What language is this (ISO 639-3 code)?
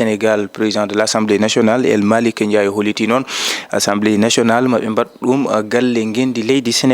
ful